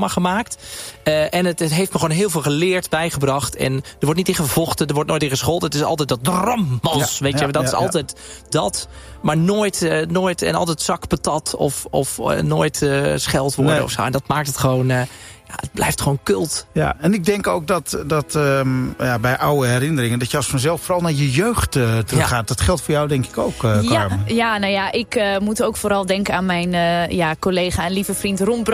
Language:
Dutch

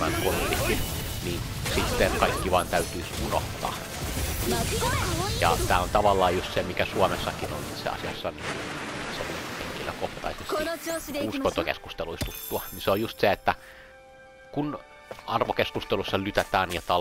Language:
Finnish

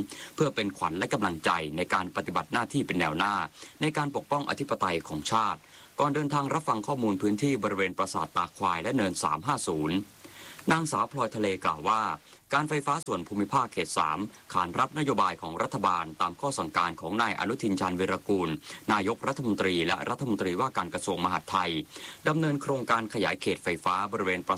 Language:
Thai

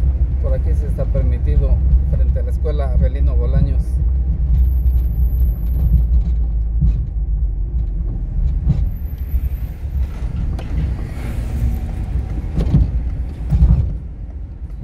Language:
Spanish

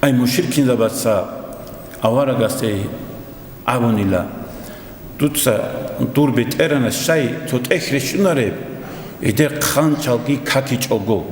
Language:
Avaric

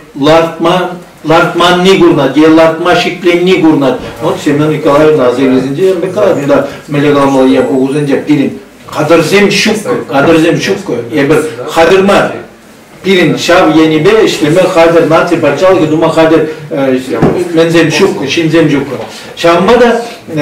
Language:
Chuvash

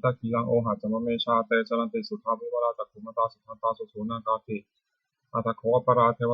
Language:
Pali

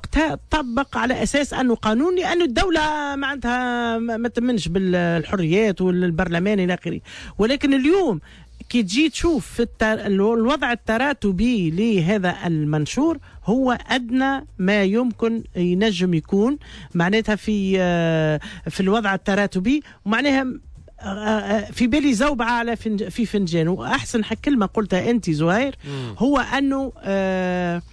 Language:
Tunisian Arabic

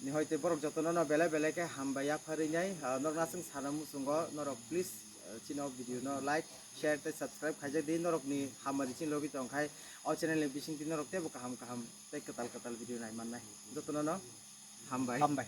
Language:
Kok Borok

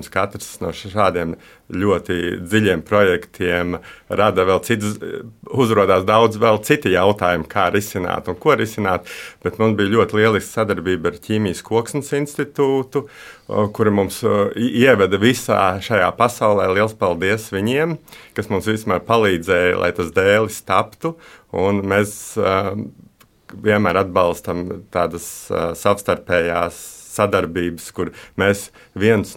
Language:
Latvian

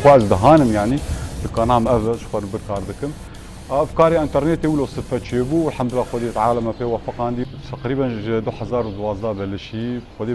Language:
Kurdish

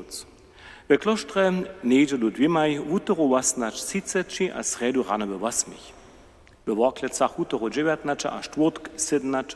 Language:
Upper Sorbian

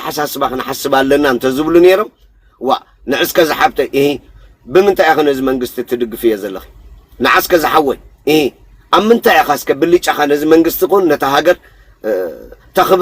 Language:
Tigrinya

